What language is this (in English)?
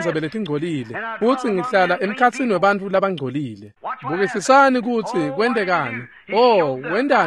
Swati